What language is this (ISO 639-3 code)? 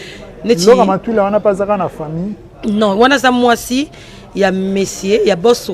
lin